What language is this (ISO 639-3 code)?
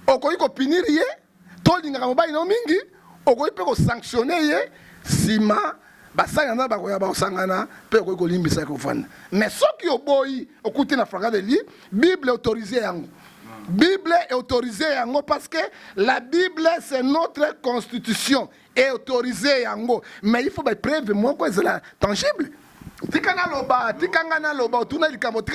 lin